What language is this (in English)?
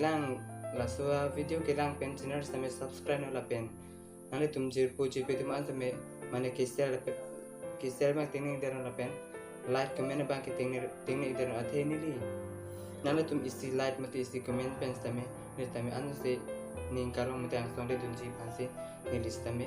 Karbi